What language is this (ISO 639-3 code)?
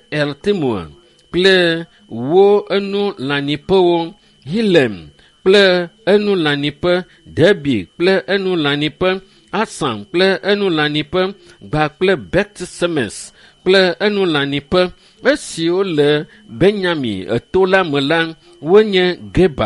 ewe